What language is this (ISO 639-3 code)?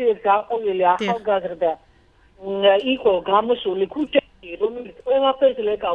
kat